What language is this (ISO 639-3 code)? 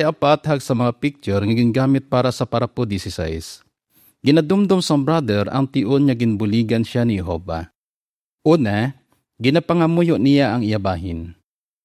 hil